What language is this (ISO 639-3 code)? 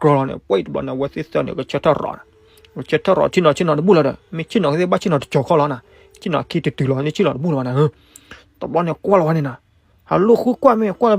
ksw